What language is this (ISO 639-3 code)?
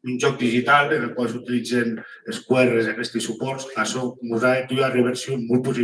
oci